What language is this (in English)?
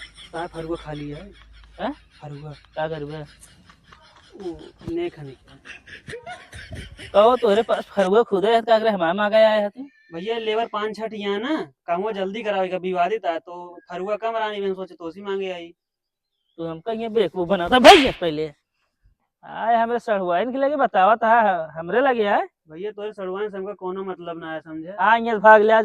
Awadhi